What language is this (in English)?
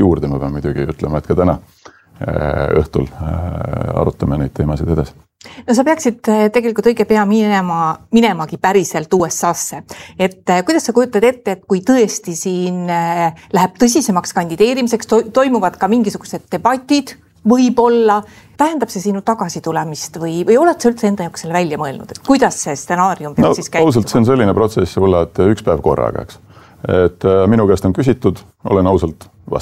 Estonian